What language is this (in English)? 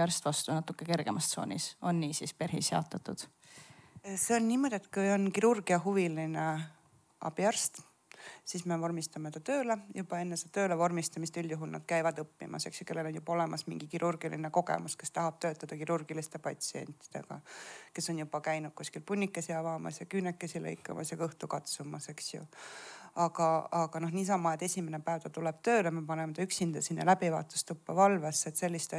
Estonian